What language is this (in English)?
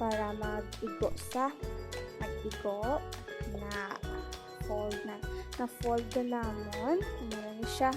Hiligaynon